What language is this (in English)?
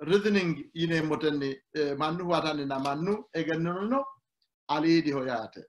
Sidamo